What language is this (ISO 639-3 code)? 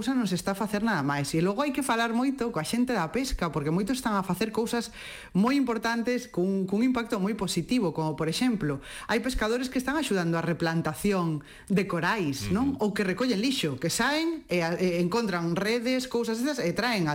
glg